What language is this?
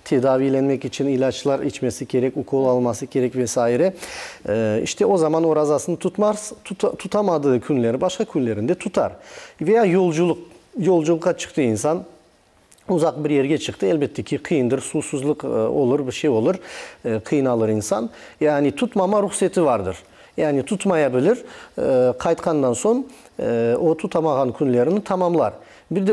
Crimean Tatar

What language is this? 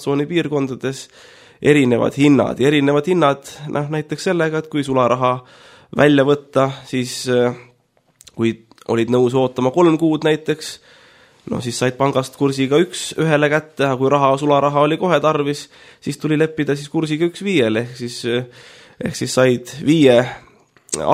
Estonian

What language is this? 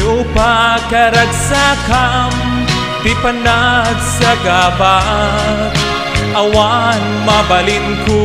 Iloko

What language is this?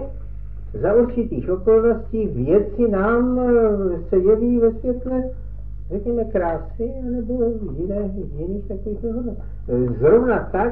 Czech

